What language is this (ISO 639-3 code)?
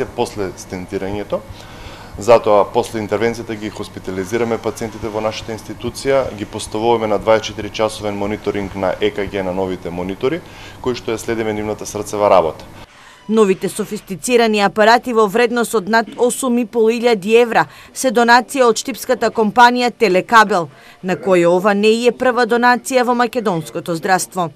mkd